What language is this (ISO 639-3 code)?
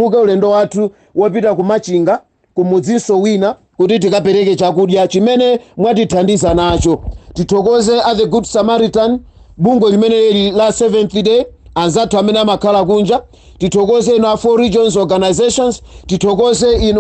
nya